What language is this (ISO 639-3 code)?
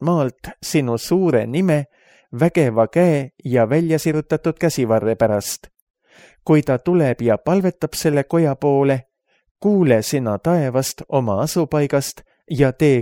est